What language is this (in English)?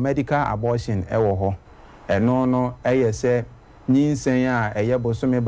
Akan